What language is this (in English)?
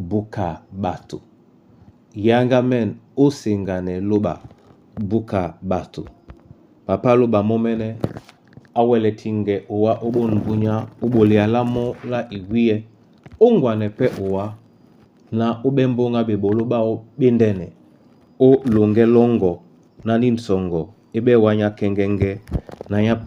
Duala